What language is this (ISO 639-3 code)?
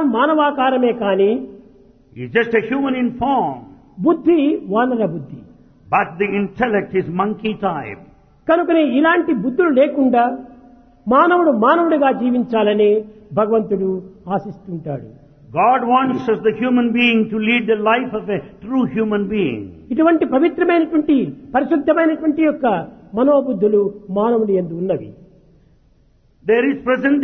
tel